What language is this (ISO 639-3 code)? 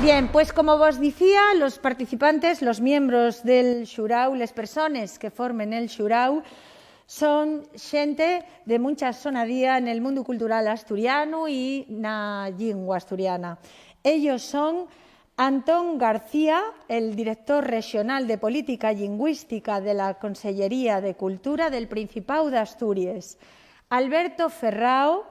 ast